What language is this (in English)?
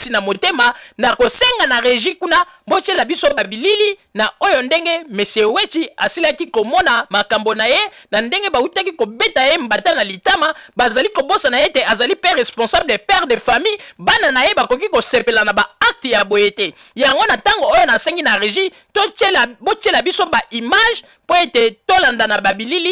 Lingala